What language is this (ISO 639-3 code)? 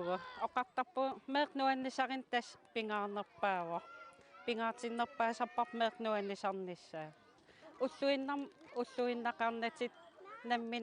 kal